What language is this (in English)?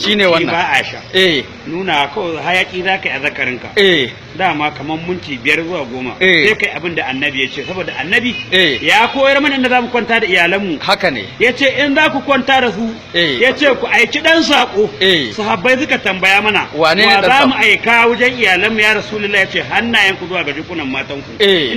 Hausa